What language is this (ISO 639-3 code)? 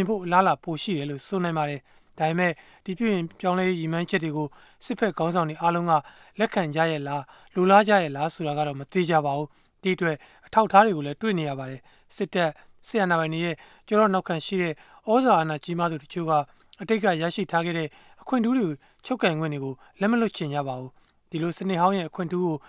mya